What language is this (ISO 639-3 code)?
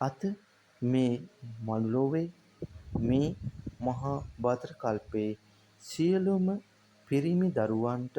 sin